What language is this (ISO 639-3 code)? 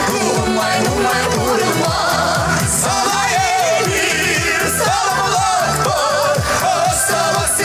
chv